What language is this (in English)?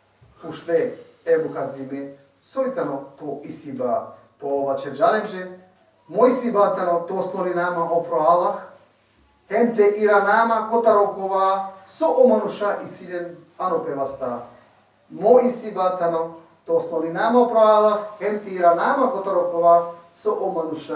Balkan Romani